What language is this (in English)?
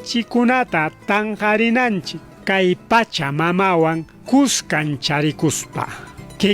Ayacucho Quechua